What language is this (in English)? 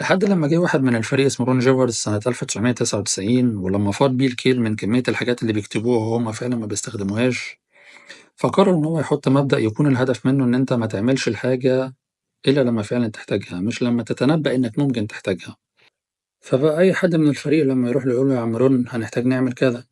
Egyptian Arabic